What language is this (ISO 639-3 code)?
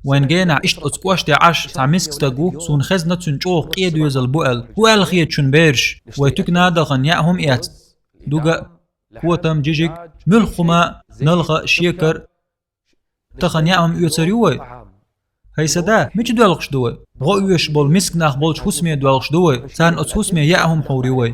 che